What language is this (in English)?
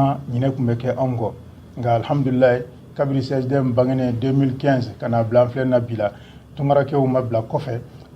Bambara